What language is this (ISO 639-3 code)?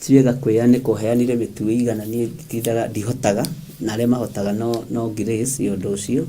kik